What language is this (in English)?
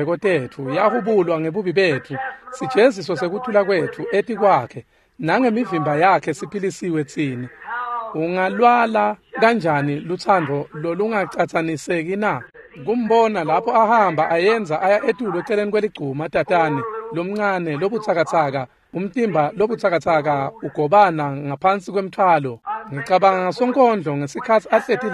Swati